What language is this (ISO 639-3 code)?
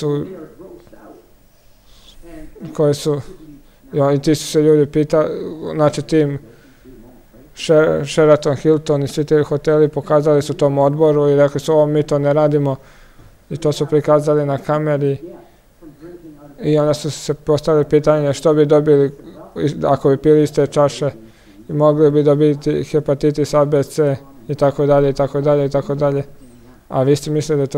hrv